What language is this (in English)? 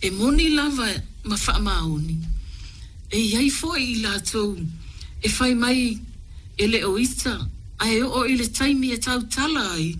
Samoan